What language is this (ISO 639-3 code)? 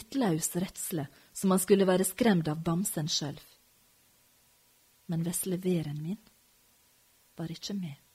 nor